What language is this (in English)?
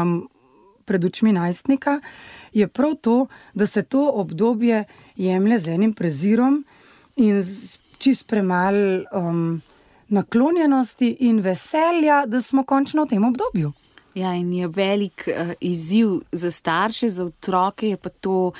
Slovenian